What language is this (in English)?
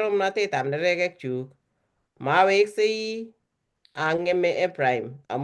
Kalenjin